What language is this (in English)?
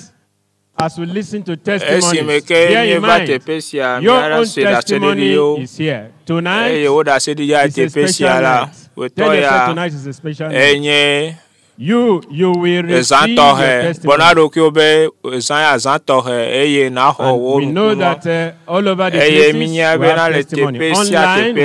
Ewe